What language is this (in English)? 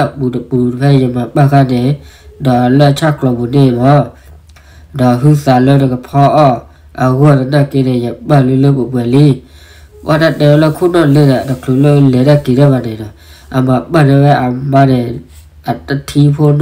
S'gaw Karen